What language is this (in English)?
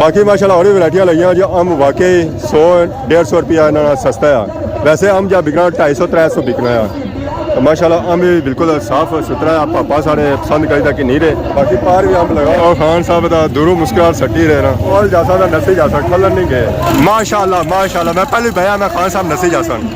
Pahari-Potwari